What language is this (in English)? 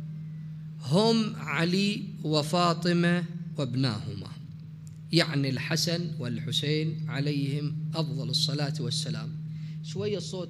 Mesopotamian Arabic